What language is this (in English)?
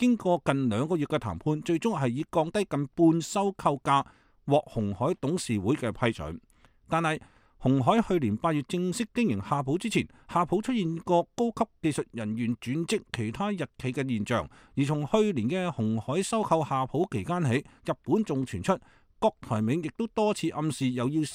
Cantonese